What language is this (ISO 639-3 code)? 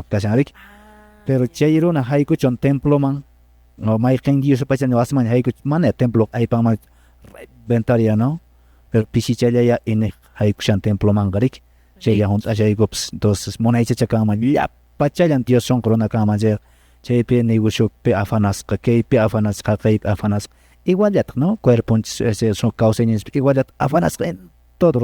que